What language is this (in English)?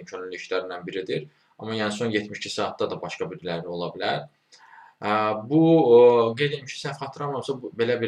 Azerbaijani